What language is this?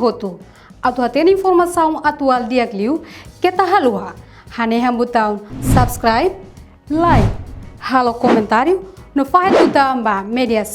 Tetum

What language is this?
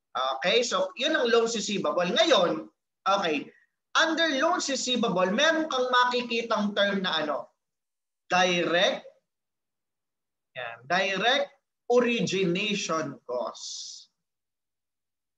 Filipino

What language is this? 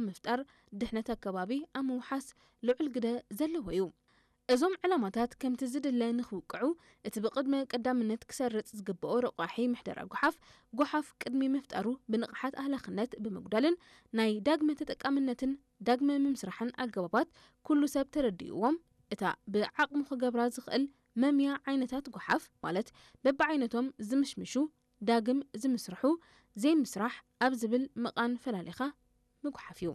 Tigrinya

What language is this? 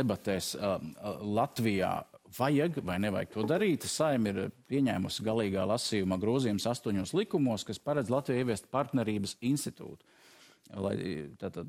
Latvian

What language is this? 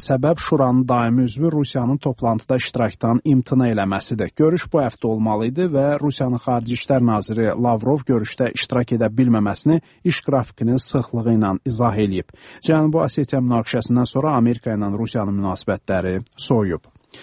Azerbaijani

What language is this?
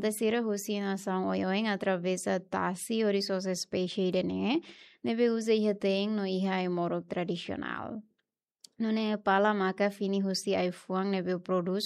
Tetum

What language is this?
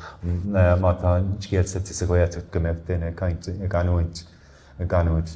Irish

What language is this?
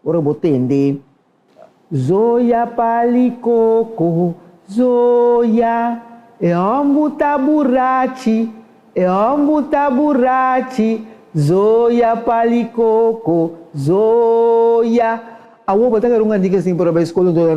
Papiamento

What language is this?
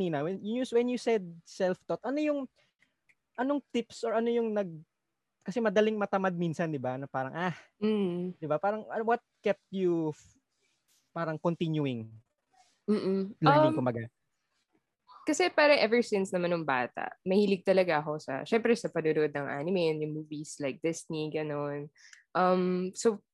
Filipino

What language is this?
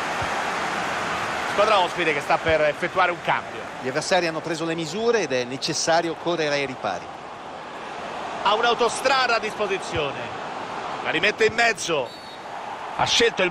Italian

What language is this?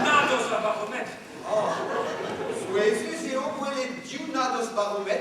Breton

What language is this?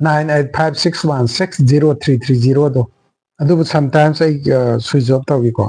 Manipuri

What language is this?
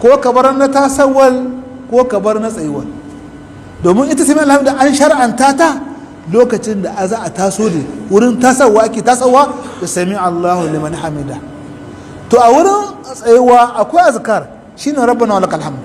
Hausa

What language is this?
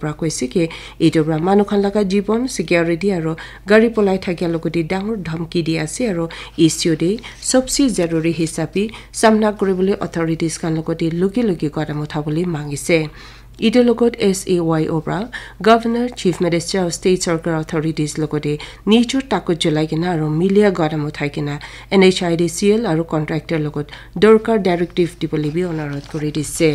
Naga Pidgin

